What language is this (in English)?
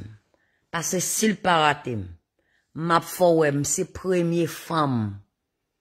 Haitian Creole